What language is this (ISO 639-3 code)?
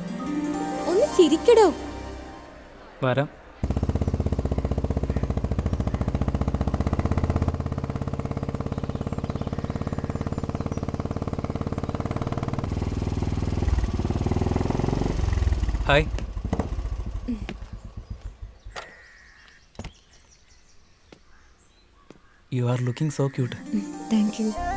mal